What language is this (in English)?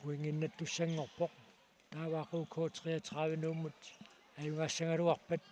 Kalaallisut